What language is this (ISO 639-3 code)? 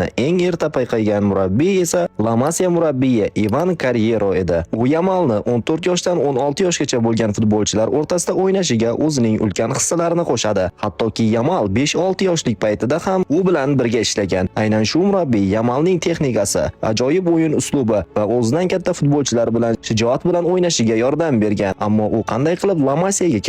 uzb